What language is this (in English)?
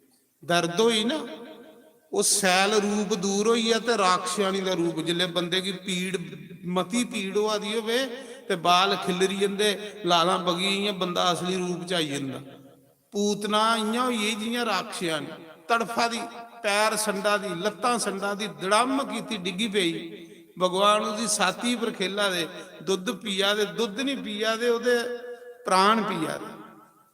Dogri